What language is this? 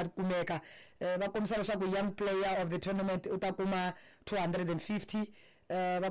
Tsonga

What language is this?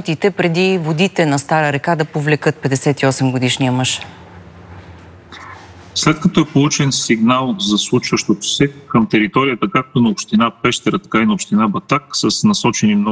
Bulgarian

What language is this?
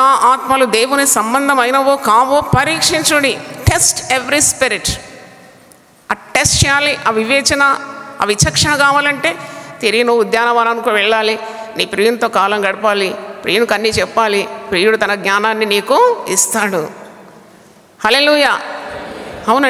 Telugu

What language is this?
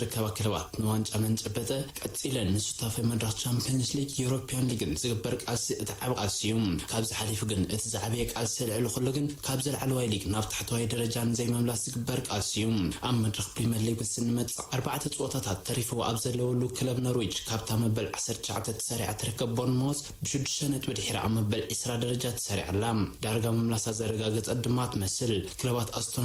Tigrinya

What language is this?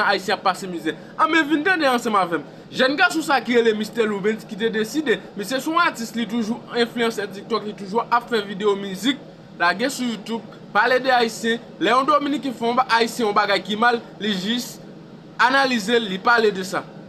Haitian Creole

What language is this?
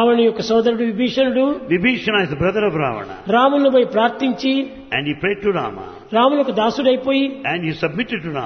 Telugu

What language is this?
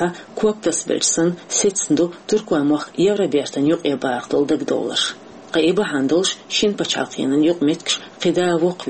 Chechen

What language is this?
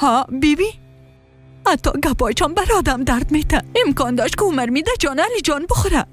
Persian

